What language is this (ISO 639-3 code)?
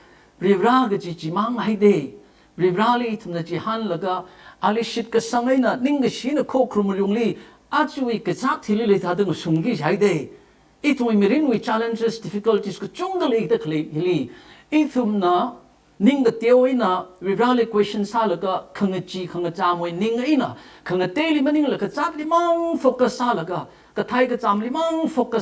nmf